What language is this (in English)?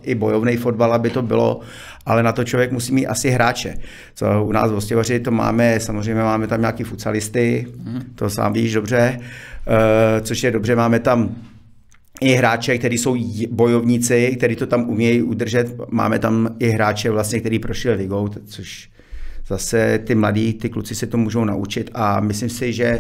Czech